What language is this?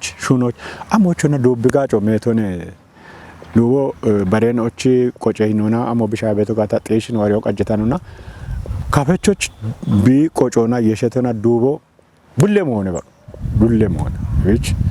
Kafa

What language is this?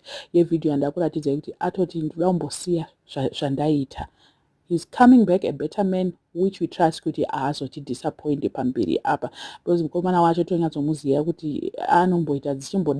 Shona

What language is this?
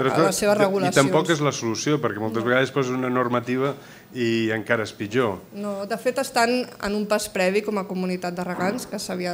Catalan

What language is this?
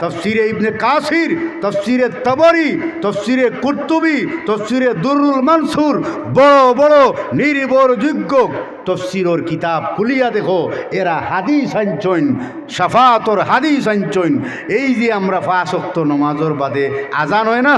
Sylheti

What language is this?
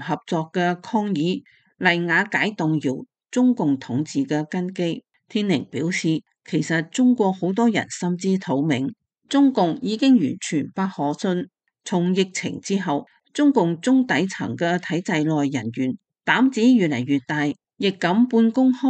Cantonese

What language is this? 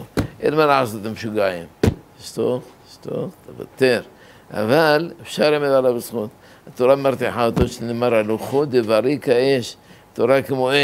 Hebrew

